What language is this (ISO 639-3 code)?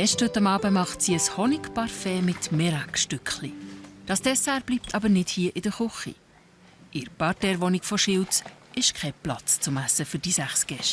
gsw